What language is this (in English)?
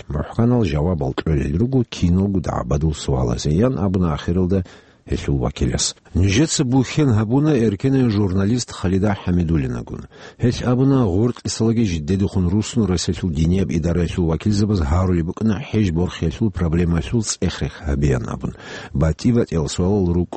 Avaric